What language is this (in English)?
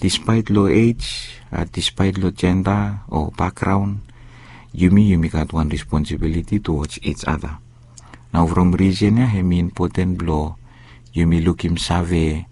Bislama